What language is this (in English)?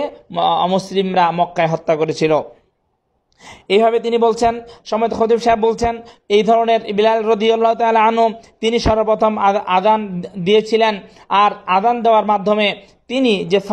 Bangla